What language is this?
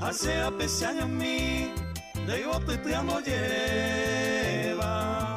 Guarani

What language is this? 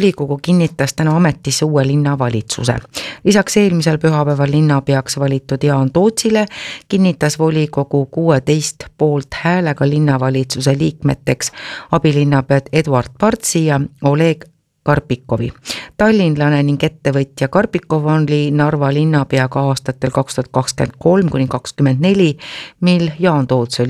Estonian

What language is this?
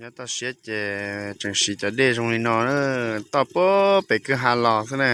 Hmong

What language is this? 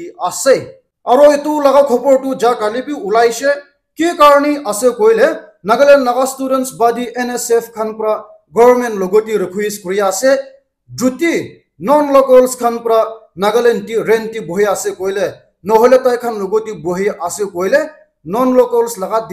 Naga Pidgin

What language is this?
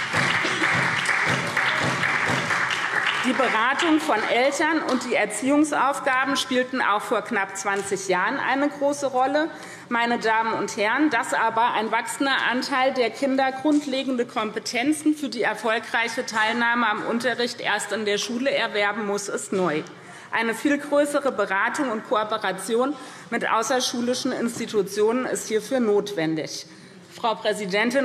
German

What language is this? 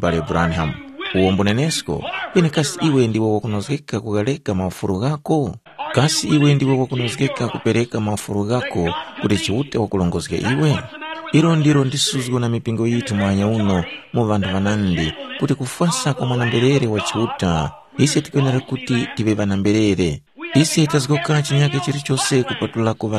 Tumbuka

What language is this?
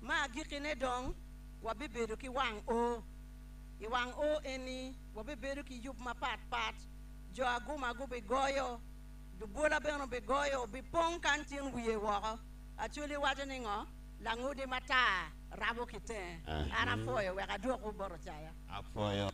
Acoli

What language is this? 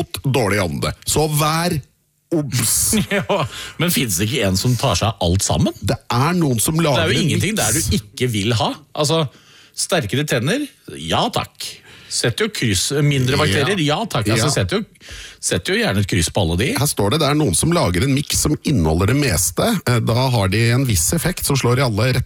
Norwegian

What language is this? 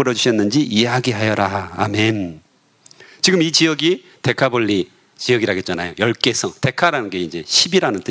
Korean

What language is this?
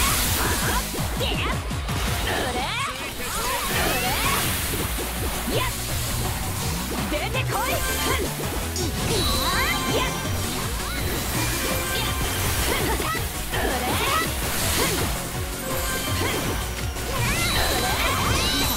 Japanese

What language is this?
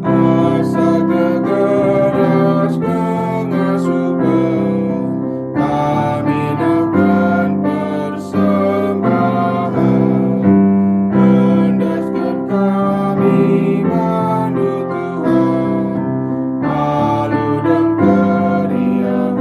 Batak Karo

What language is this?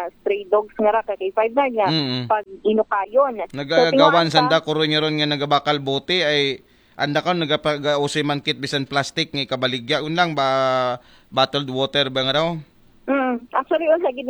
Aklanon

